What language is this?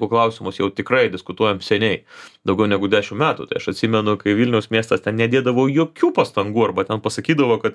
Lithuanian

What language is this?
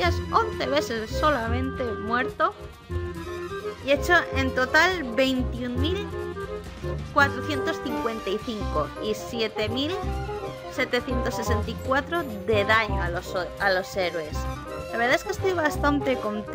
Spanish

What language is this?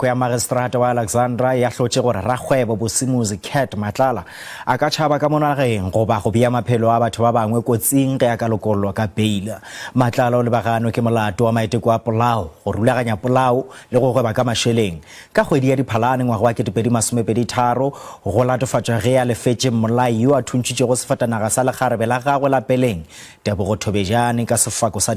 Northern Sotho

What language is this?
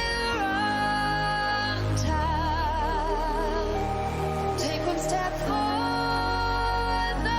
Kara-Kalpak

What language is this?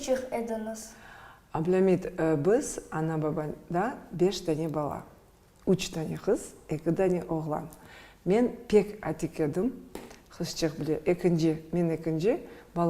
Crimean Tatar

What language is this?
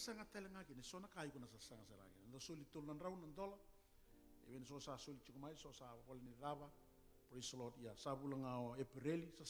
Fijian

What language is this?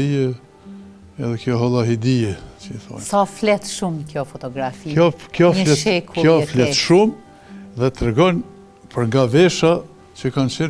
Albanian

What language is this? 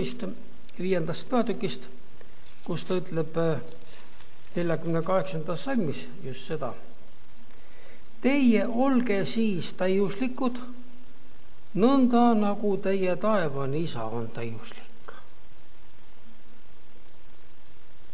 Estonian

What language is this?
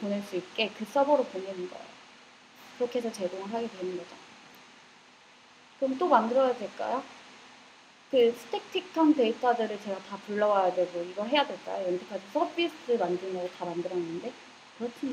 Korean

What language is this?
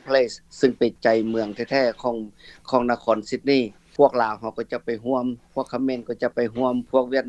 Lao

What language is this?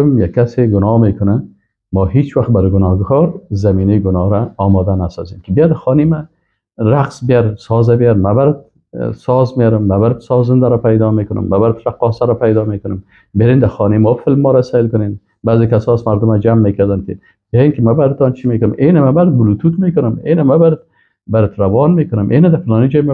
Persian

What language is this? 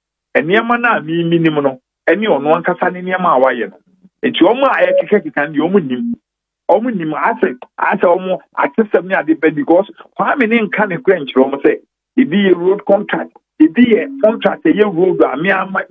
Akan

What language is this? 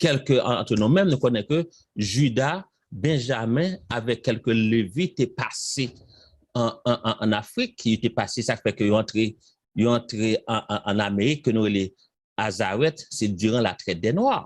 Haitian Creole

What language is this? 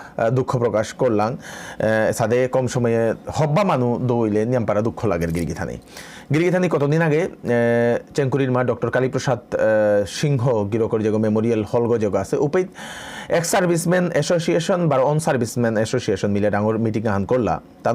Bishnupriya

